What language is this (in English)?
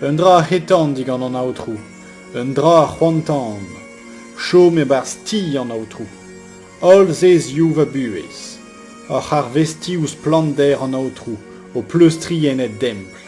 Breton